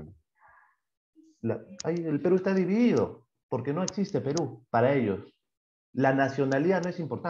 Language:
Spanish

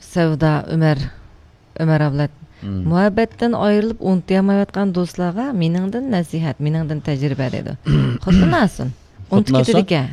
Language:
Uyghur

